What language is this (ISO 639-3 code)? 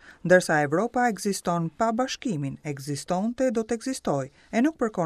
sqi